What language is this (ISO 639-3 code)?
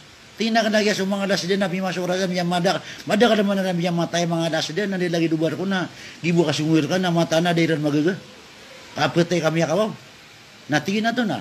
mrw